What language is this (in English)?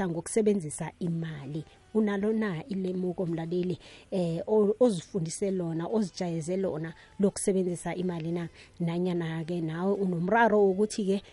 South Ndebele